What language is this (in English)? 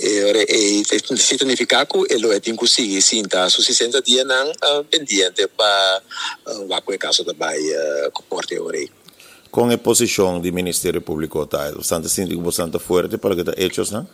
Papiamento